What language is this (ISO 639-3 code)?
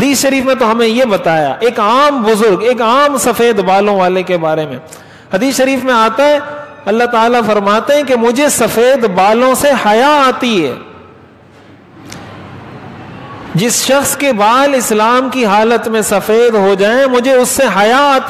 urd